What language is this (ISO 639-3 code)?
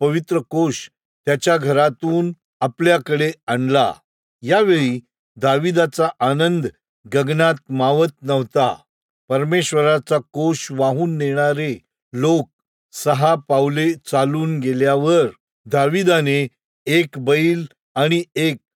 mar